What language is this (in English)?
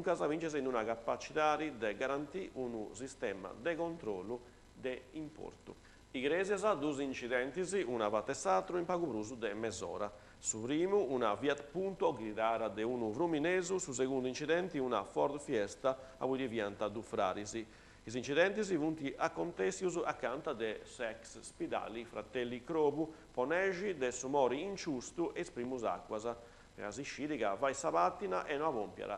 Sardinian